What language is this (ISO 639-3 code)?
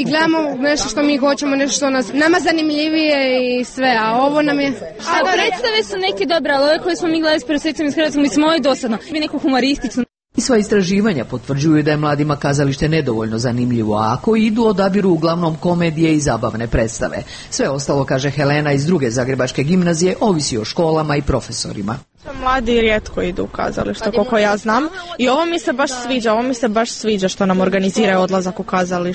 hrv